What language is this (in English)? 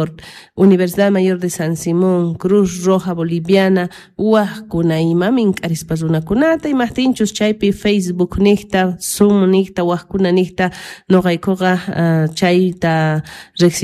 South Bolivian Quechua